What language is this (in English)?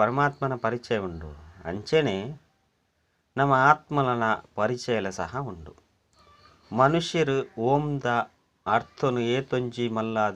Tulu